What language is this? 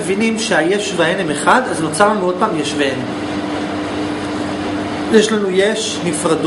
Hebrew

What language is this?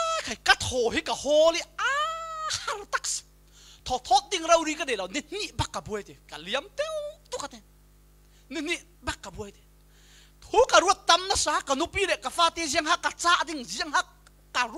Falam Chin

